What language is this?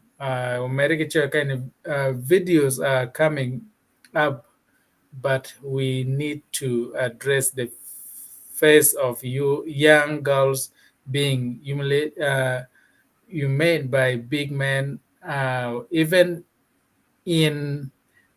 Acoli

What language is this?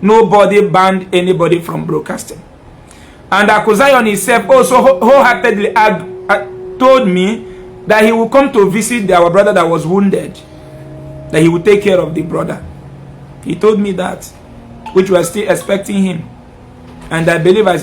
Igbo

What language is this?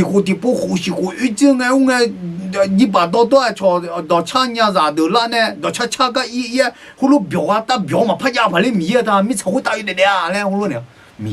Akha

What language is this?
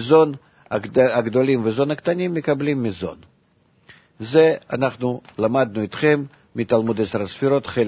Hebrew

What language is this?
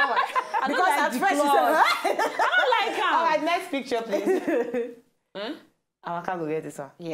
Nigerian Pidgin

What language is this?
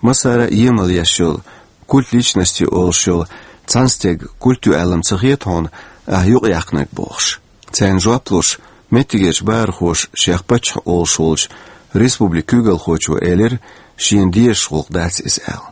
Chechen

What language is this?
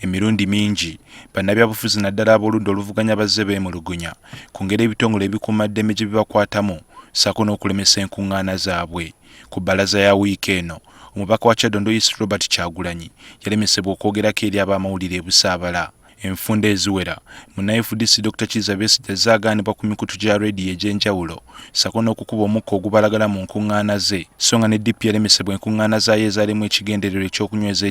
Ganda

